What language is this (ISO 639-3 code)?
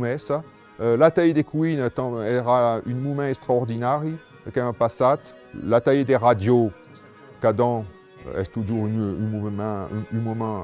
oci